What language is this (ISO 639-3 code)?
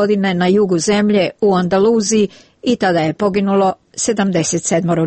srp